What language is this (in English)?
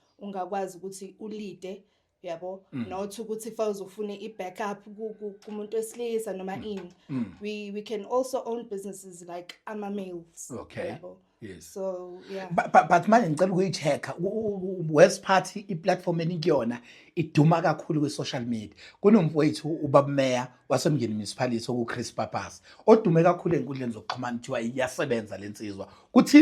Zulu